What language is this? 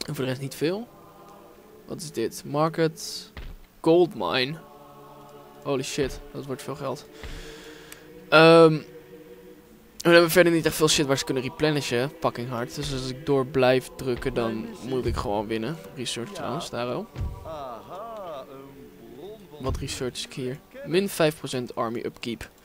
Dutch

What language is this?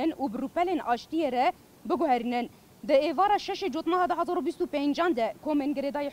Kurdish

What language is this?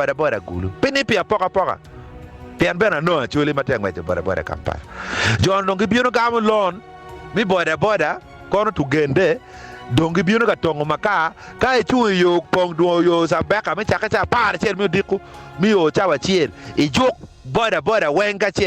Acoli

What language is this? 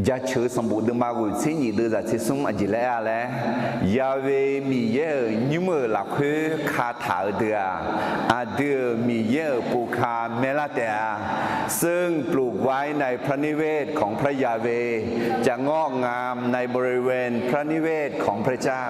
Akha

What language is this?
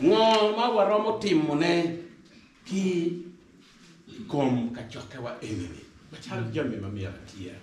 Acoli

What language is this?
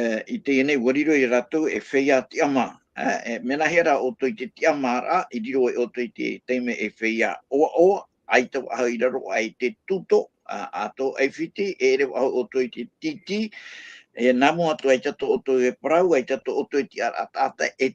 Tahitian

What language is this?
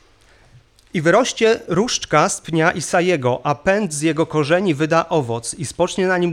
Polish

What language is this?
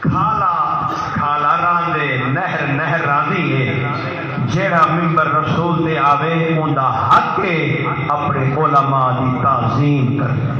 Saraiki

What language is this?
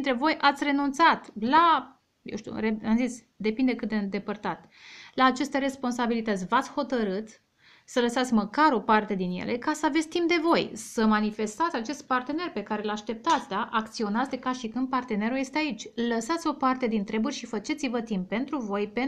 Romanian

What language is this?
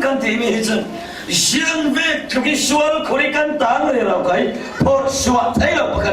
Falam Chin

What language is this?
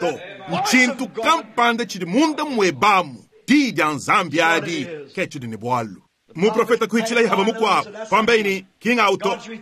Luba-Lulua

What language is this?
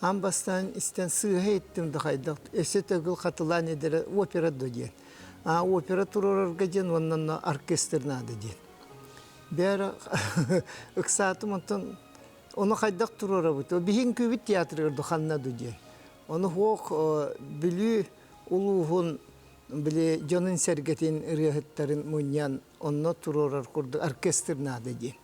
Yakut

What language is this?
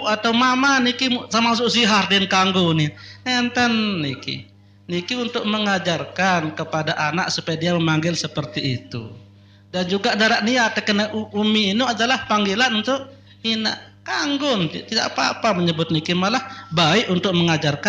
Sasak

